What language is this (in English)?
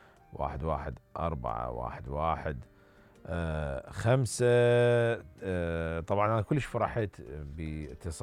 Mesopotamian Arabic